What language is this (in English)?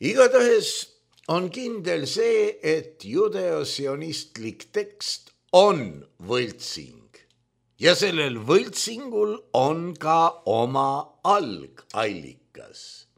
Estonian